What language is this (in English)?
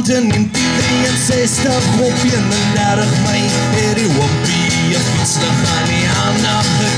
Afrikaans